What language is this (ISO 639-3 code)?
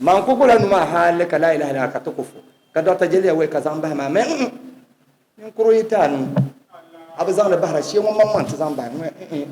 dag